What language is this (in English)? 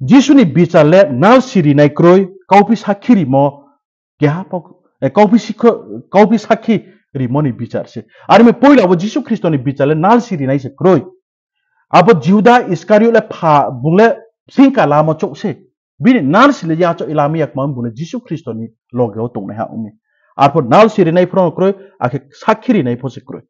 Riang (India)